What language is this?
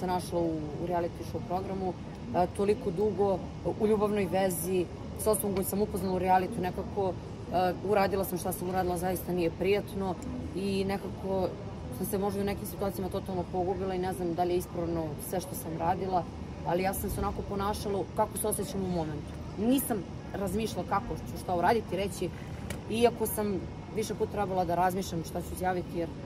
Serbian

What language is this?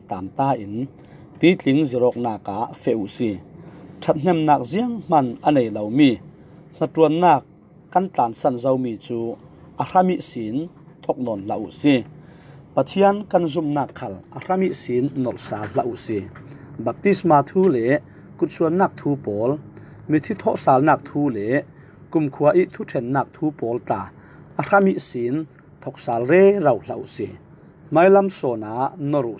Falam Chin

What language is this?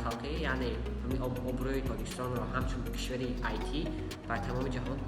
Tajik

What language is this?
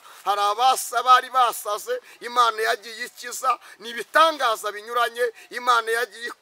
Kinyarwanda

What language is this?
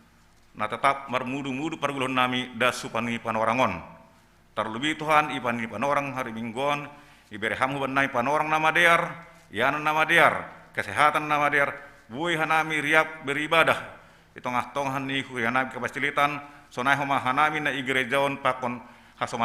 Batak Simalungun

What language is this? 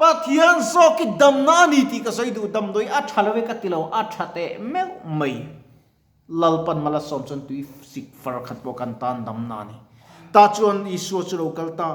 Mizo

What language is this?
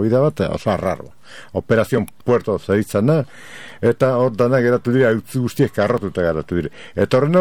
Basque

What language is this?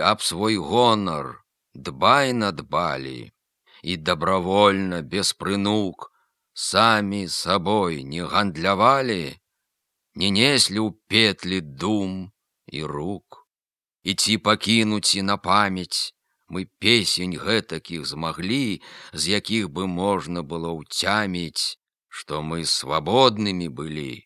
Belarusian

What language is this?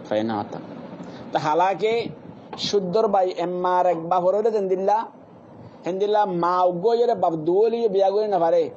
Rohingya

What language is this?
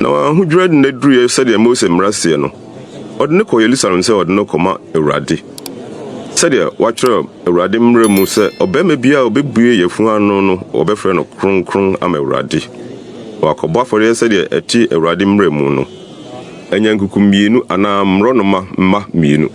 Akan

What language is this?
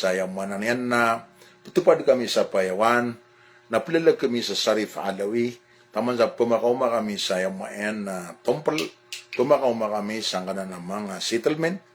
Maranao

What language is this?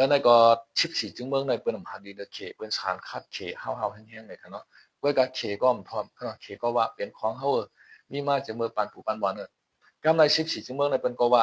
Shan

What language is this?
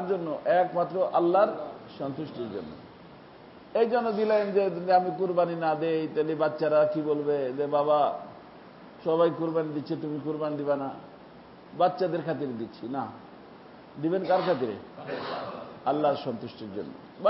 Bangla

